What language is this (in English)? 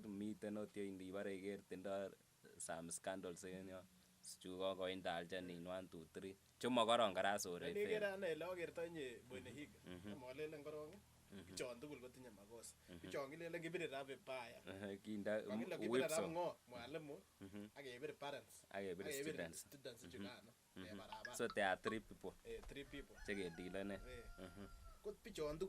Kalenjin